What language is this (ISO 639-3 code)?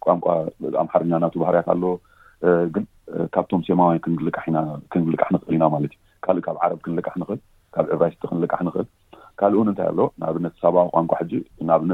tir